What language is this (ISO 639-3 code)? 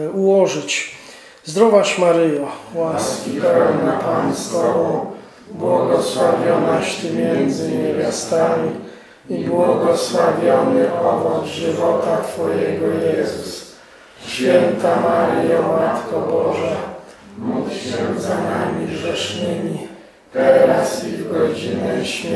pol